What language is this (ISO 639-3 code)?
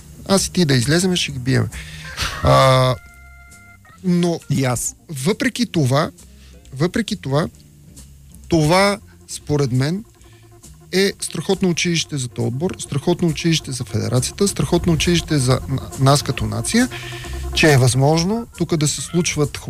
bul